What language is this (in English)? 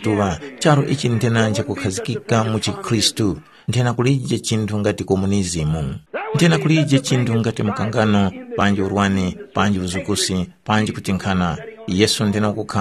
Tumbuka